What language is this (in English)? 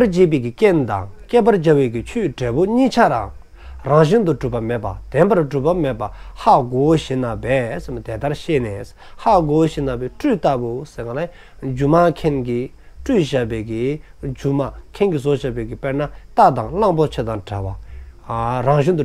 Dzongkha